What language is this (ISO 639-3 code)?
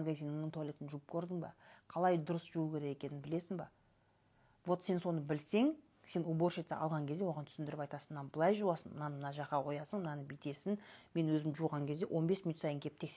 kaz